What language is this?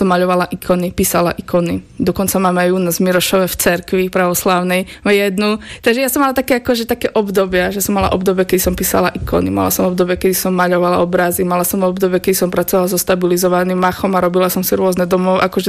Slovak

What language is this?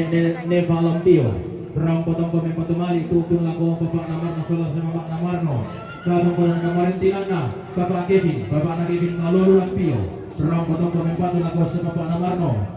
Toraja-Sa'dan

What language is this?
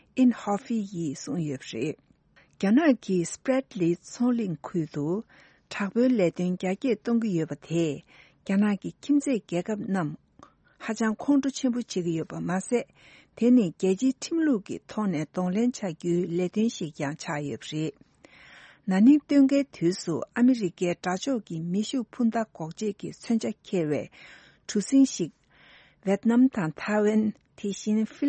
Tibetan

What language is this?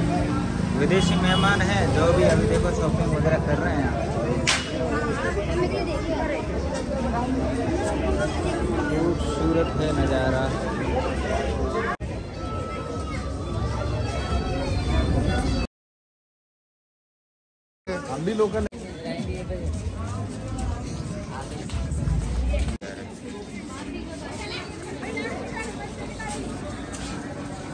Hindi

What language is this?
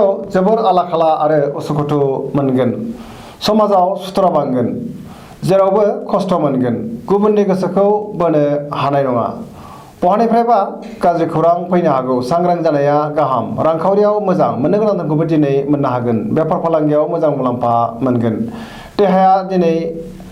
Bodo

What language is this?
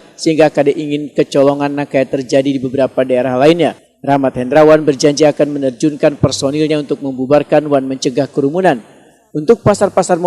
Banjar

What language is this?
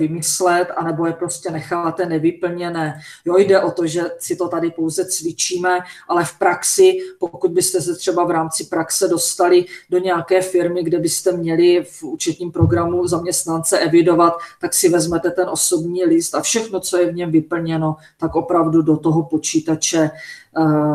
Czech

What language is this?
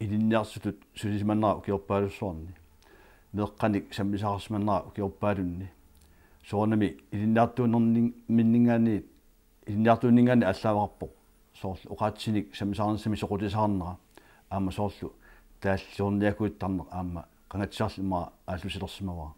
Kalaallisut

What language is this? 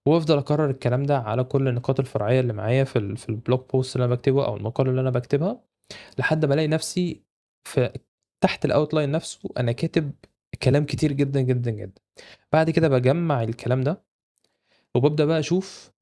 Egyptian Arabic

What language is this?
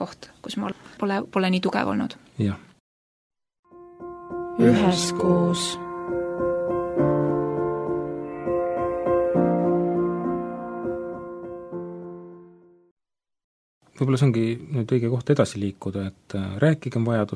Estonian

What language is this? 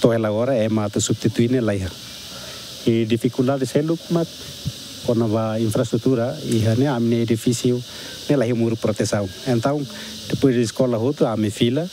Tetum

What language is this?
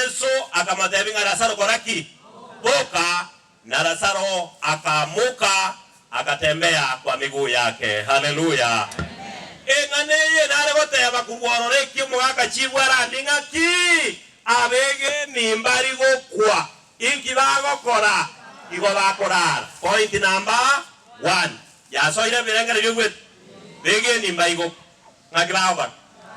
Gusii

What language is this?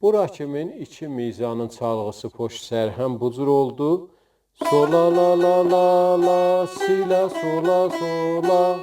South Azerbaijani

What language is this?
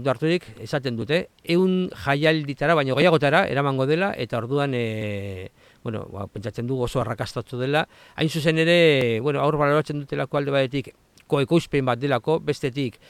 Basque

